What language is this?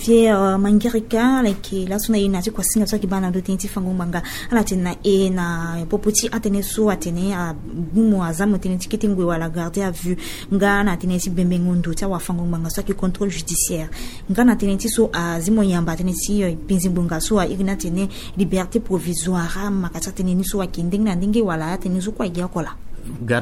Sango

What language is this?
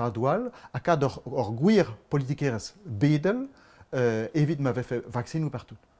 Breton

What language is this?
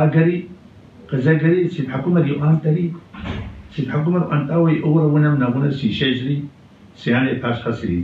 Kabardian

